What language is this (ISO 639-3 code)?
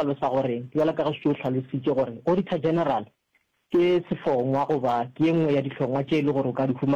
nso